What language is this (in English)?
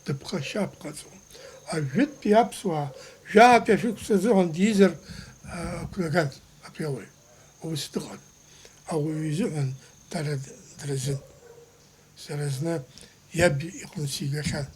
Abkhazian